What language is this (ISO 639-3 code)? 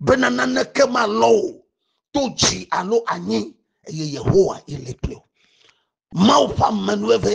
ewe